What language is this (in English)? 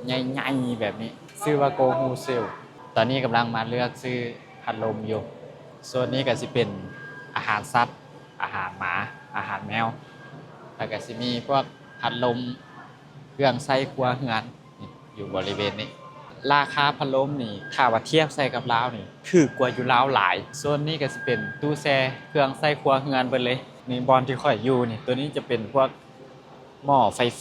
Lao